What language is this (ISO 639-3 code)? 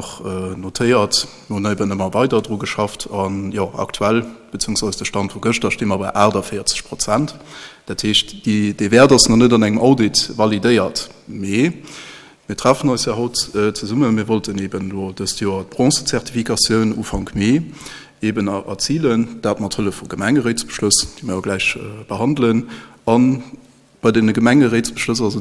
ltz